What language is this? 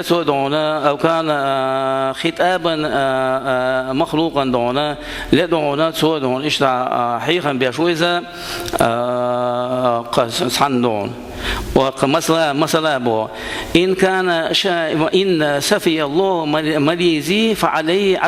Chechen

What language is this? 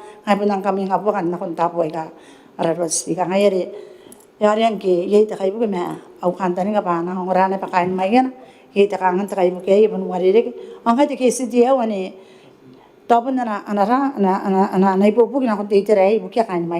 Gilbertese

